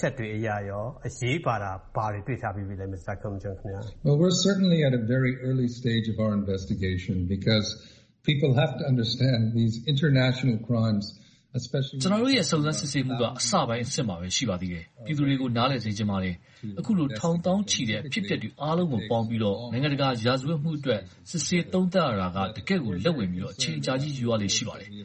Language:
Burmese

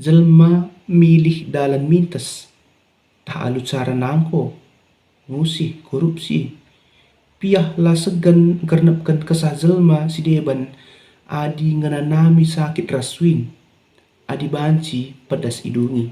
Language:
Batak Karo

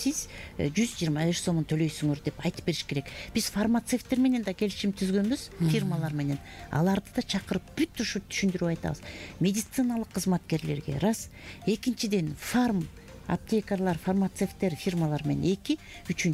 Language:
Kyrgyz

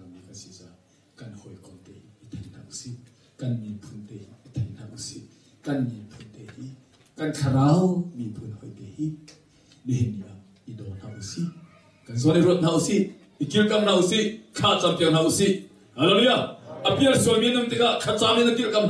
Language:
Hakha Chin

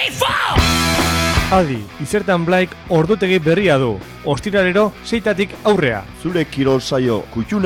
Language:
Basque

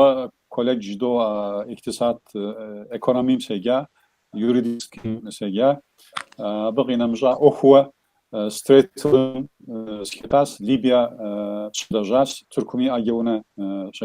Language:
Kabardian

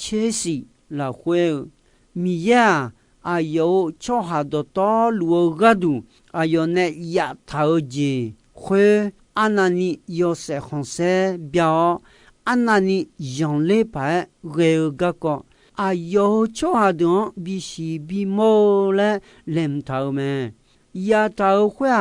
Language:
Akha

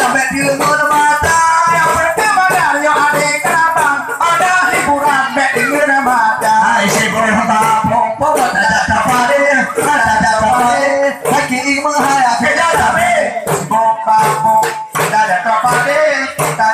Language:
Achinese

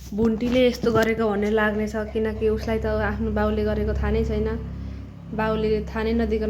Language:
Nepali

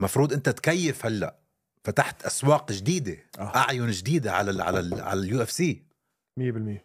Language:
North Levantine Arabic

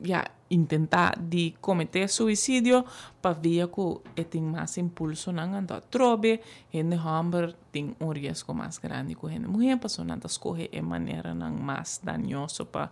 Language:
Papiamento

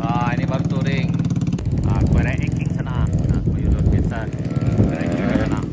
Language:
Minangkabau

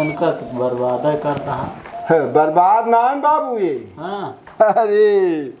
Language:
Awadhi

